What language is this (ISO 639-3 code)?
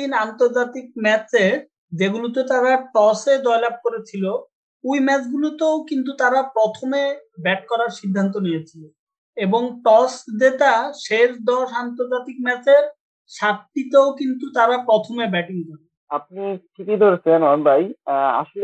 ben